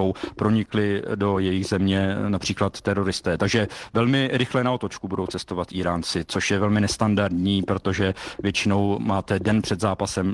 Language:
Czech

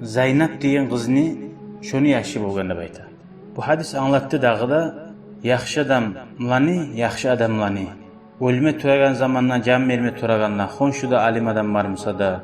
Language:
Kumyk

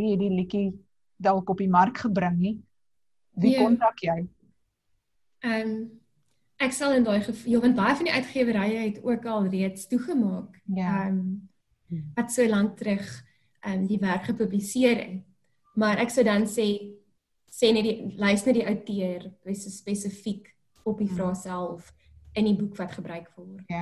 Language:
Afrikaans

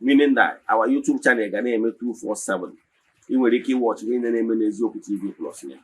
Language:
Igbo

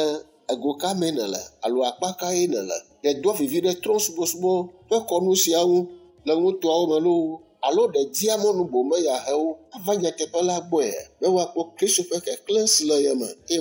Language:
Ewe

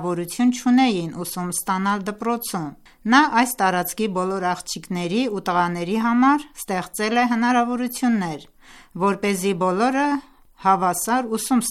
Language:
Armenian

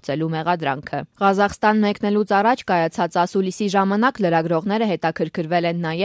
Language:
Armenian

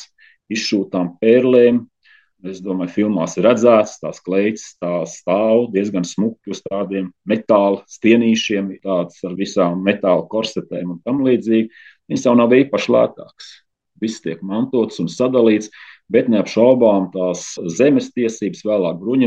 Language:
Latvian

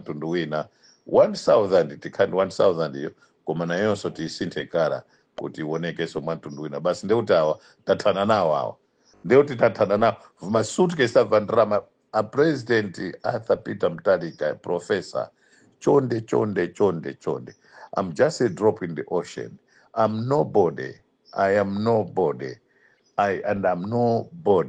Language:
Nyanja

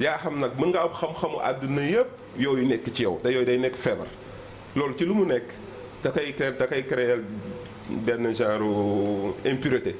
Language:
Wolof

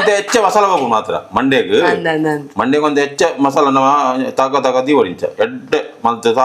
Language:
Tulu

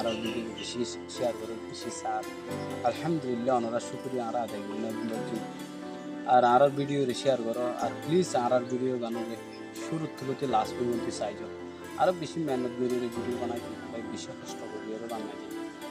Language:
Rohingya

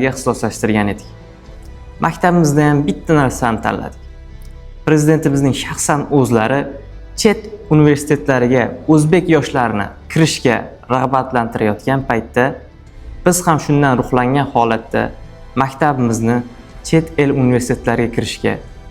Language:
Uzbek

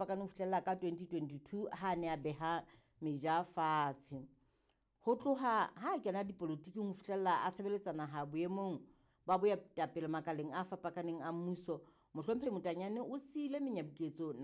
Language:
Southern Sotho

